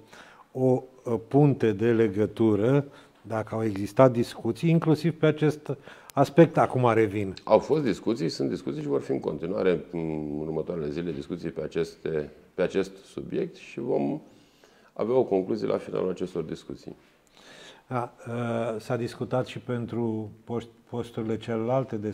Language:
Romanian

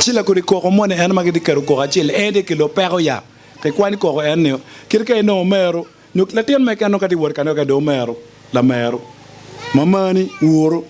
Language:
Acoli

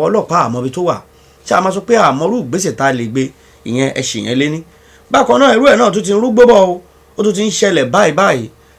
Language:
Yoruba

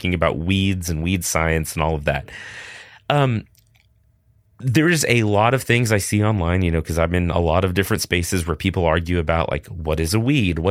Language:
English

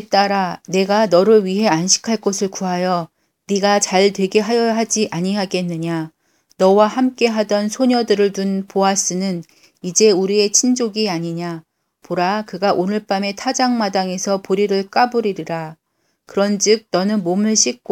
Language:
Korean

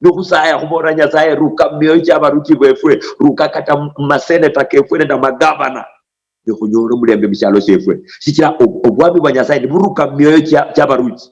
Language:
Luyia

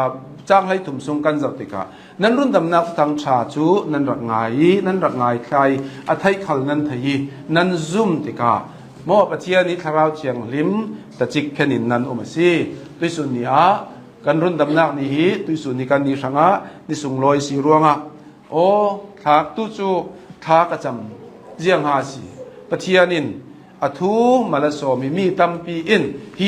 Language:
Hakha Chin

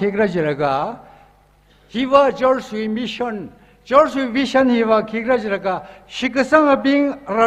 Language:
Tangkhul Naga (India)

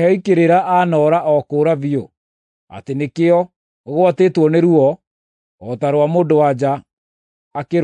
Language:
Kikuyu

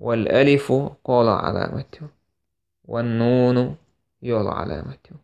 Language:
Chechen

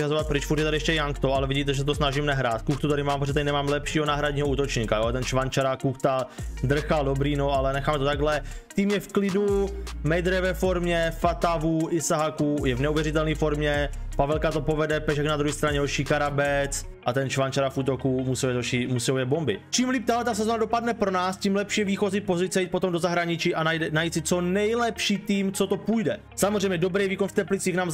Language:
Czech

